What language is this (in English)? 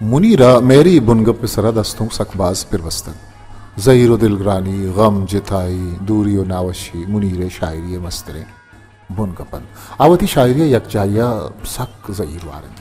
Baluchi